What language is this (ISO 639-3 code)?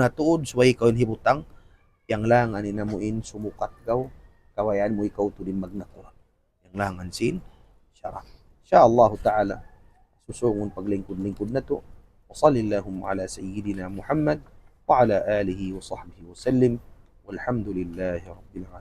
tsg